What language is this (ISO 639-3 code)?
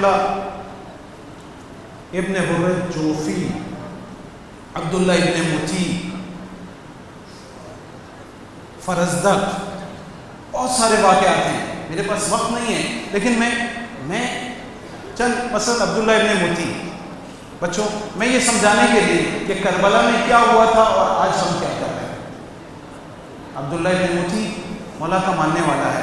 urd